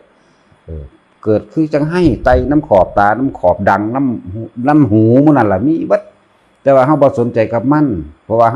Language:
Lao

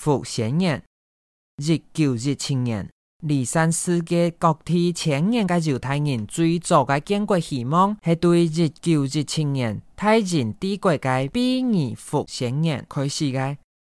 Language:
Hakka Chinese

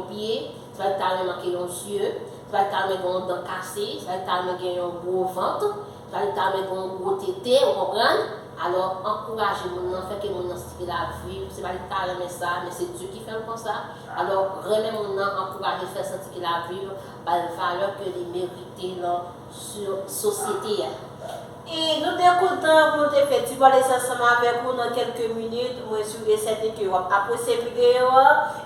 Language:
Haitian Creole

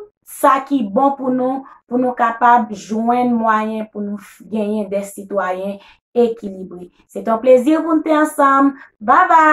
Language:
Haitian Creole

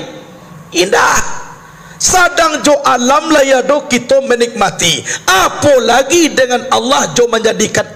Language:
Minangkabau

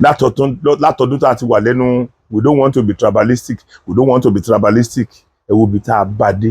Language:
Yoruba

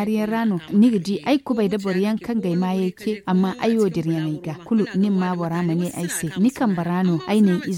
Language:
Zarma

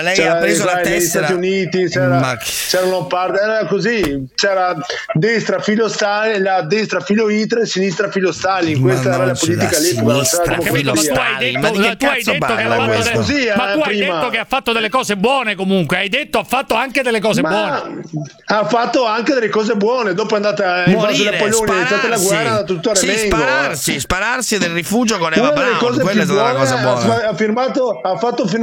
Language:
Italian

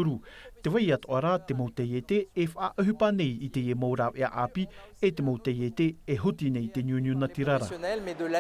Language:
Tahitian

